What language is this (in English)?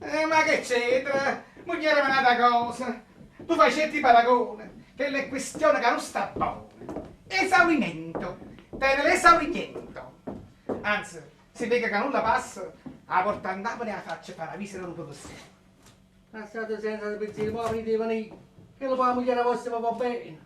Neapolitan